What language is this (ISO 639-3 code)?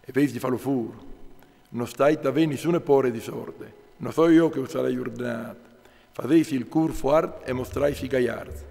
fur